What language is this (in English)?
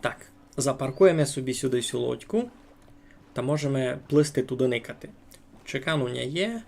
Rusyn